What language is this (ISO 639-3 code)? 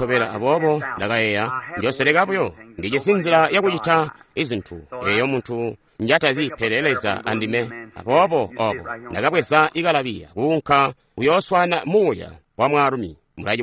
toi